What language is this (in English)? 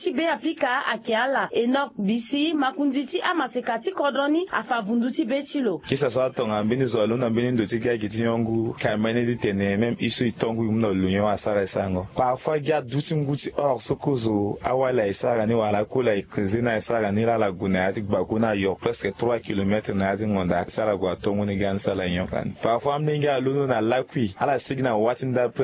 Sango